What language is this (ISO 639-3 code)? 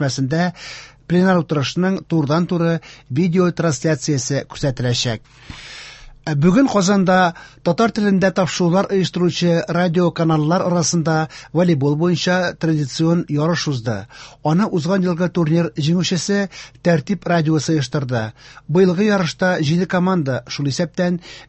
tat